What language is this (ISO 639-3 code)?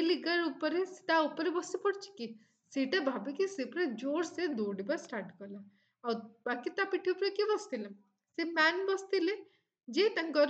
ori